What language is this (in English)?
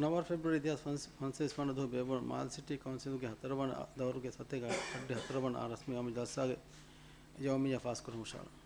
Divehi